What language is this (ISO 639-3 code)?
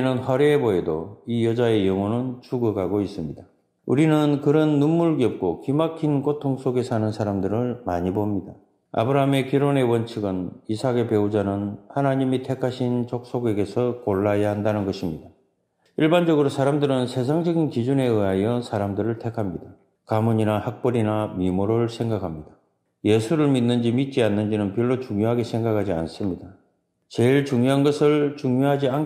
kor